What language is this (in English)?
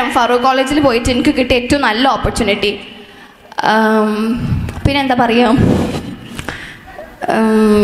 Malayalam